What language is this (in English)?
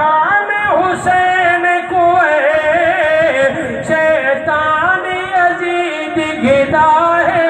Saraiki